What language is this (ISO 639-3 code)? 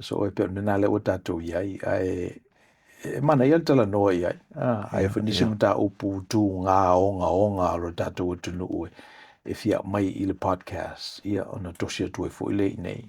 smo